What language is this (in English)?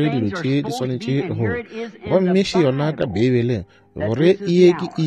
Northern Sotho